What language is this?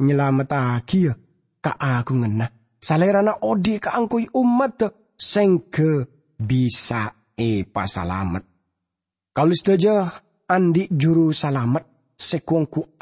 Madurese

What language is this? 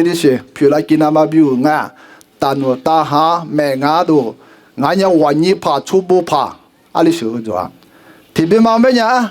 Lisu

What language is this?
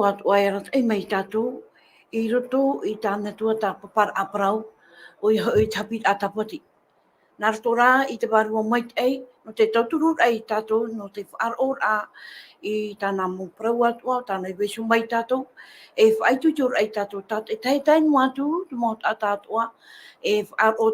Tahitian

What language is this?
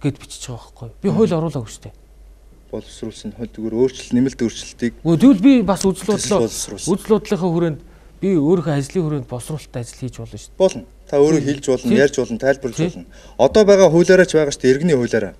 Mongolian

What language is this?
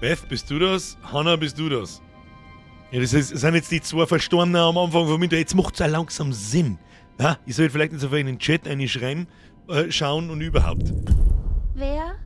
Bavarian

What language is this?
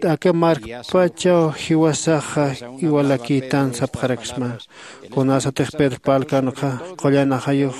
Aymara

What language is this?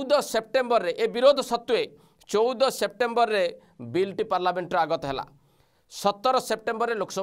Odia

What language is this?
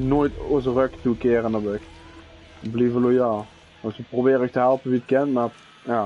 Dutch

